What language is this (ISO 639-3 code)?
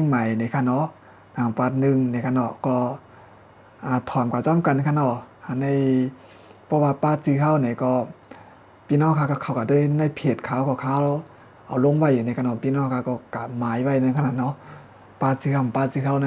shn